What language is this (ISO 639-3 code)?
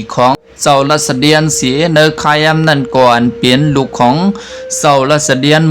shn